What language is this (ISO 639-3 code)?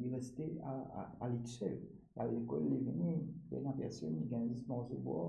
mfe